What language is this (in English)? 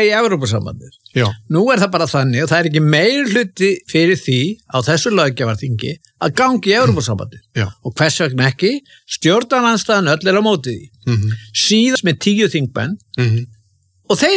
Icelandic